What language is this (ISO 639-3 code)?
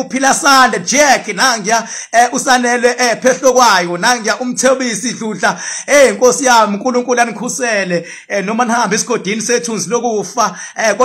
zul